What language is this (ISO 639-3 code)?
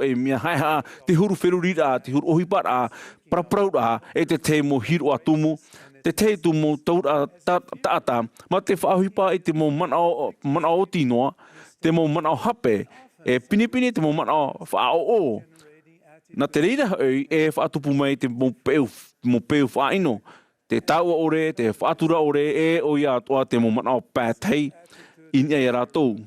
tah